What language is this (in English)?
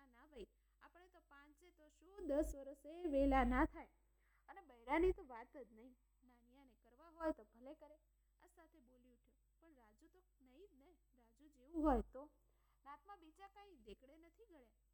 Gujarati